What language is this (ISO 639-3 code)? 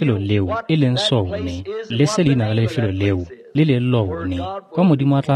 tsn